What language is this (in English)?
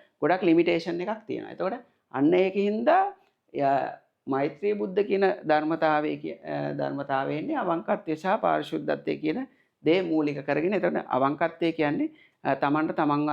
Sinhala